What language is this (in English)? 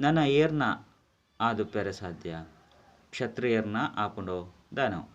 Tulu